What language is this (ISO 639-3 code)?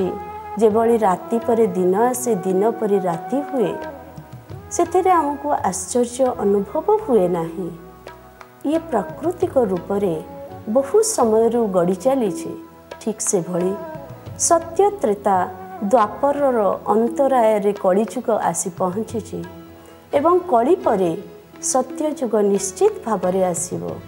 ori